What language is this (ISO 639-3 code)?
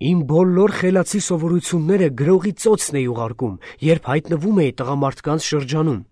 hye